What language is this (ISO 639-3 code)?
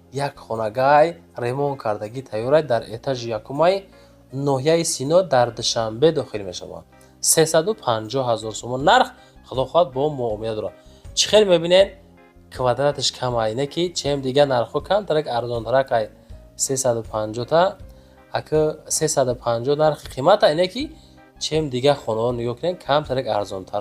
tgk